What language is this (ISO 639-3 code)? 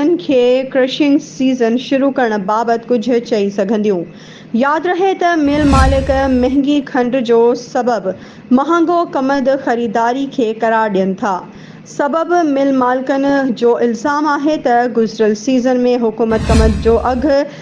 snd